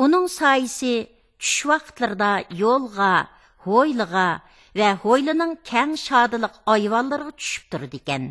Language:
Uyghur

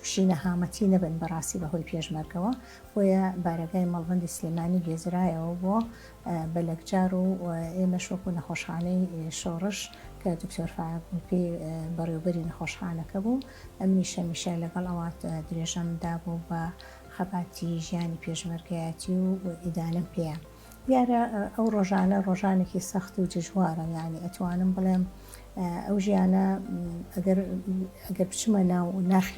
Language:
Central Kurdish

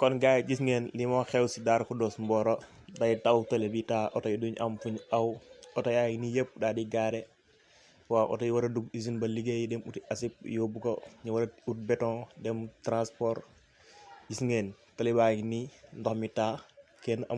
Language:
Wolof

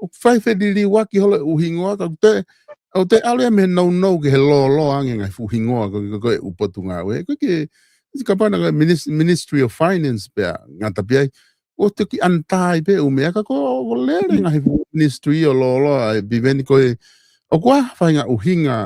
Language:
Tongan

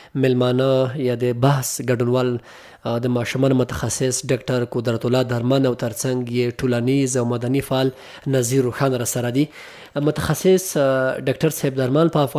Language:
Pashto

